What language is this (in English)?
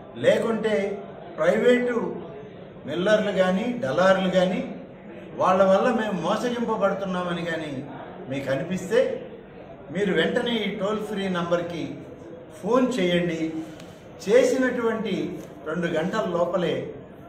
Telugu